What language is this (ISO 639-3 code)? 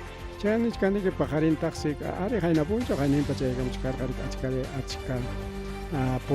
quy